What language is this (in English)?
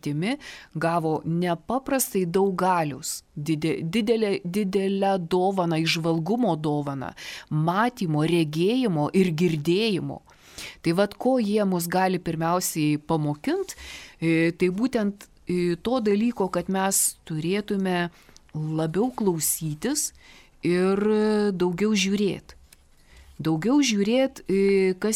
Lithuanian